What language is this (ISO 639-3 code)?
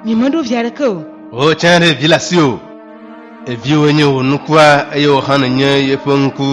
ewe